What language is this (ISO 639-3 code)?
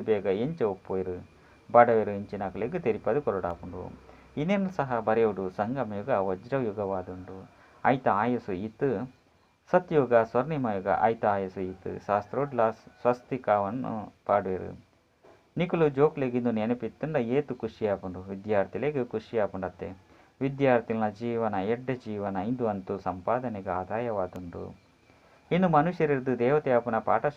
tcy